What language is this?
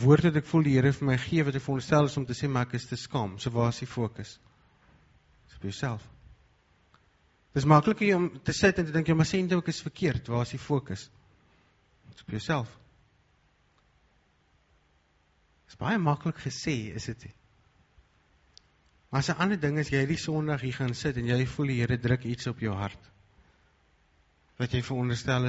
Afrikaans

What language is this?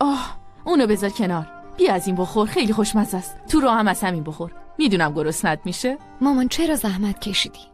Persian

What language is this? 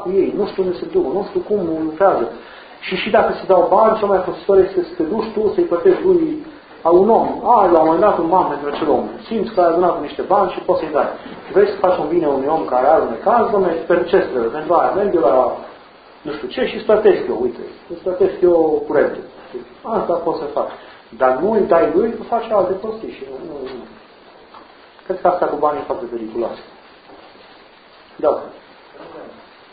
Romanian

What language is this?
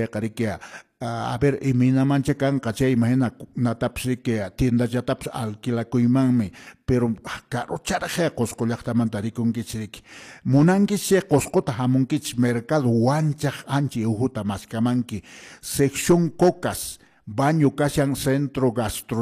Quechua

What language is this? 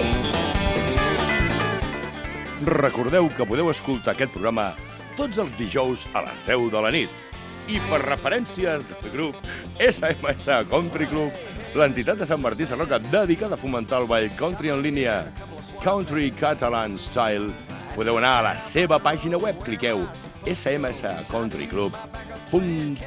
Catalan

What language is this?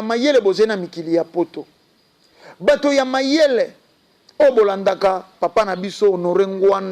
Lingala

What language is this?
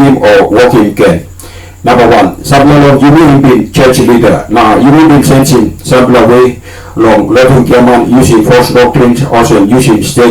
Tok Pisin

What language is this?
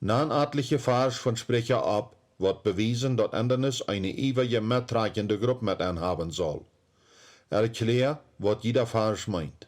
Plautdietsch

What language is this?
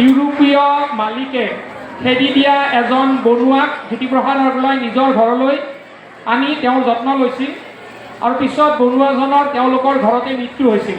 Assamese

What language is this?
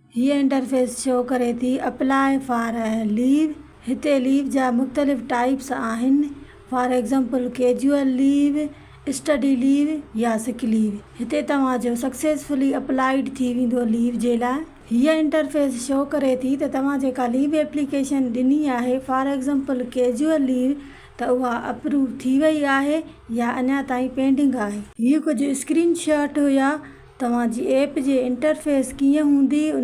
Sindhi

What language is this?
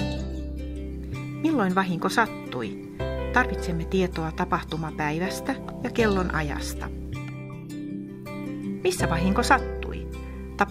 Finnish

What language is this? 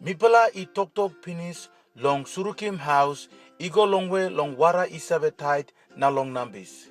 Tok Pisin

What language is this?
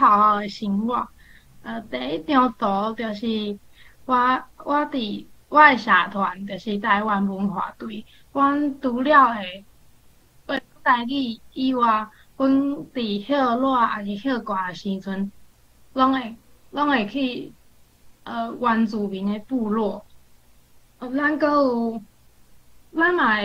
Min Nan Chinese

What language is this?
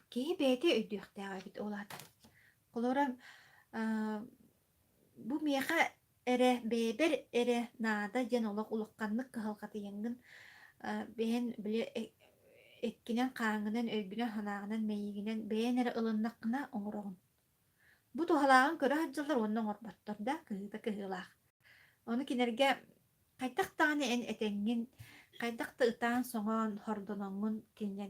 Yakut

